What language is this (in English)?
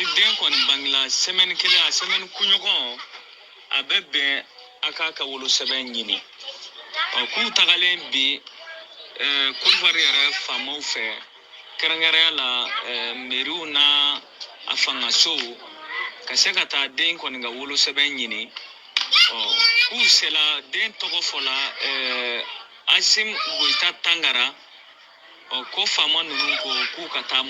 Bambara